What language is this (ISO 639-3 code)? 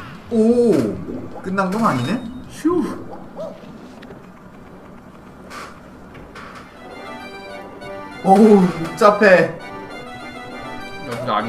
kor